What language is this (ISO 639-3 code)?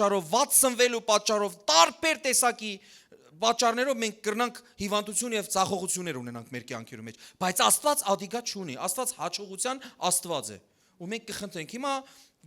hyw